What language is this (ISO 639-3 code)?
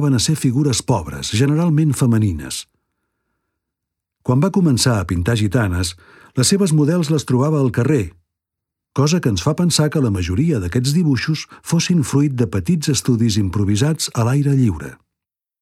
cat